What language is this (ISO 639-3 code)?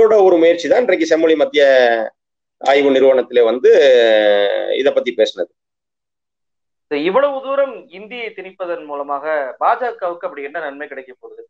tam